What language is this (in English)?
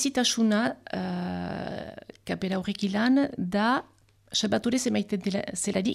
Basque